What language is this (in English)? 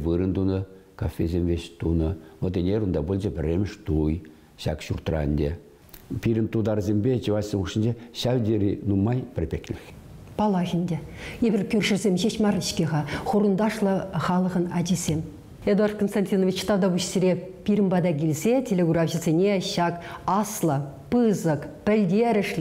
Chuvash